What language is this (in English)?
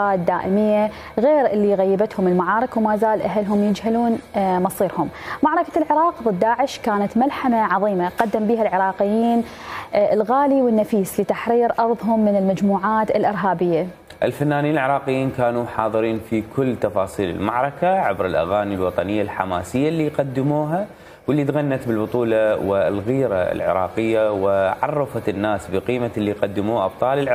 Mesopotamian Arabic